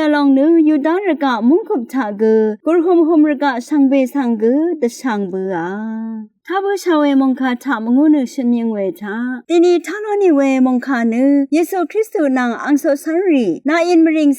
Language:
Rawang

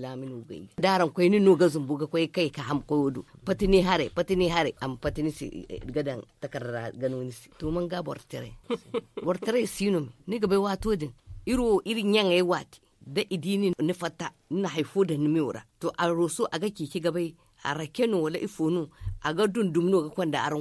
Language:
Zarma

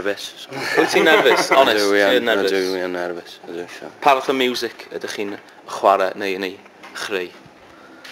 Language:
Welsh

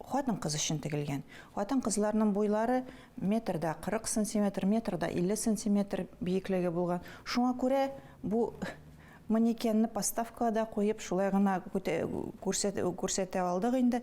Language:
Tatar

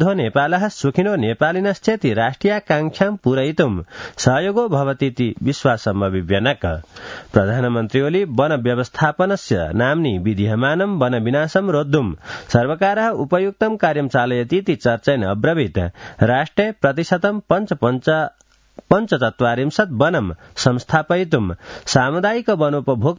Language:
Sanskrit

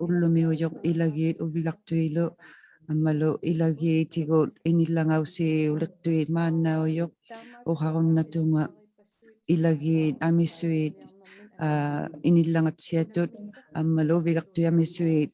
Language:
Inuktitut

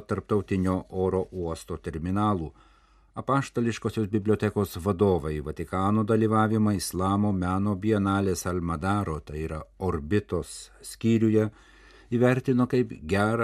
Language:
Lithuanian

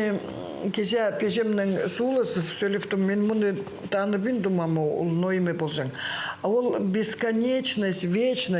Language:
Khakas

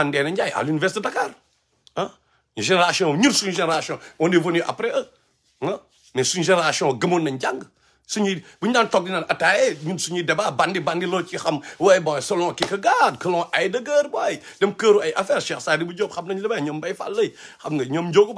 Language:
Wolof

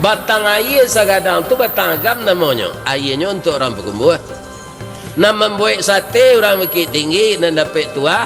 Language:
Minangkabau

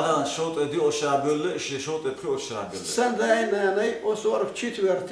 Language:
Chechen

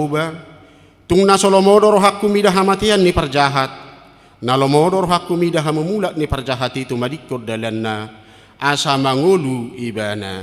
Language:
Batak Toba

